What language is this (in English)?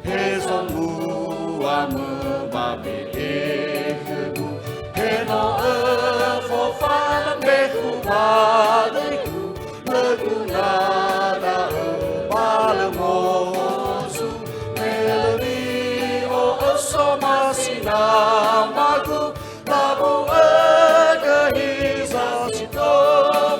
Nias